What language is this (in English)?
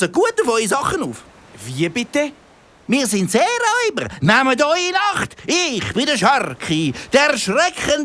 Swiss German